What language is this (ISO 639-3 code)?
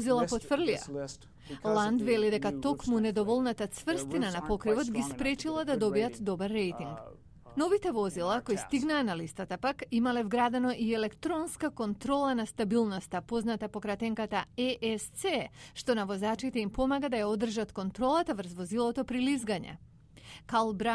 mkd